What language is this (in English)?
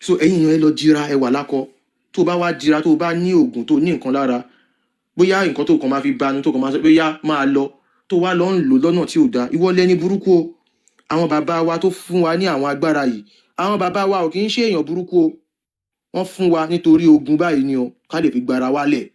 Yoruba